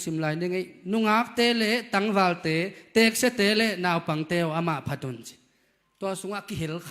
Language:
Tedim Chin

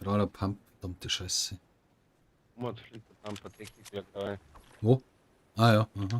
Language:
Bavarian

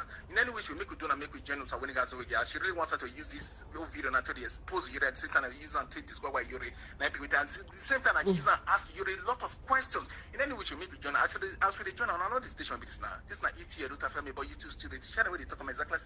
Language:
Nigerian Pidgin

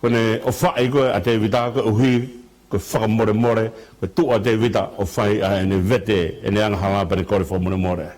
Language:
Tongan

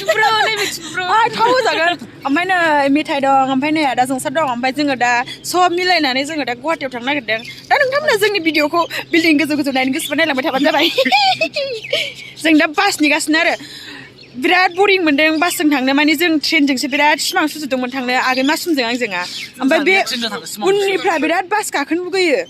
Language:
Bodo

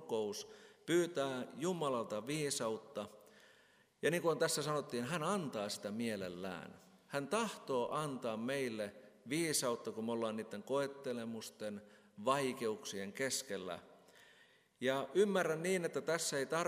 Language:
Finnish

